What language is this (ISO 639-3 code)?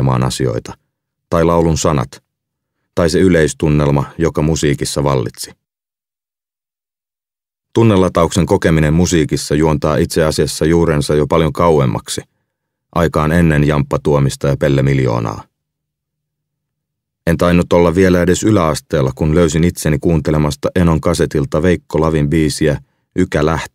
fin